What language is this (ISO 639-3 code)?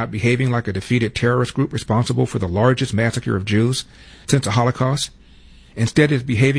eng